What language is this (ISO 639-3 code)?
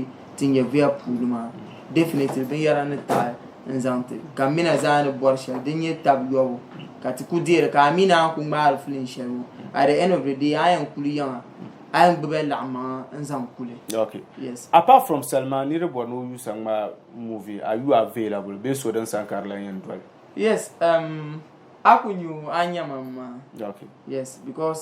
dag